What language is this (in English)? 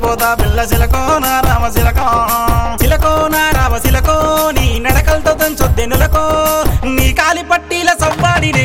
Telugu